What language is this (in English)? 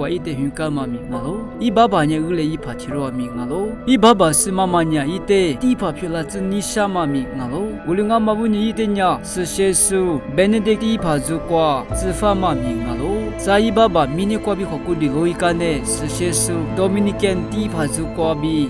Lisu